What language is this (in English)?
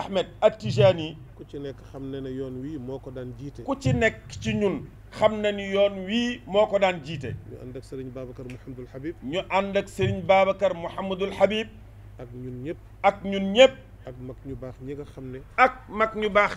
Wolof